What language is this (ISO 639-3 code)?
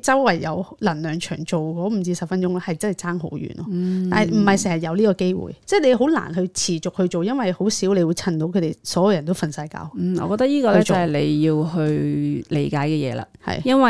yue